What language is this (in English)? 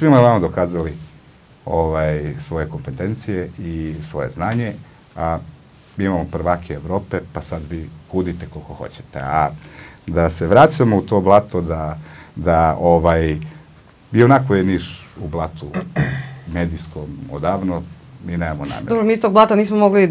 Serbian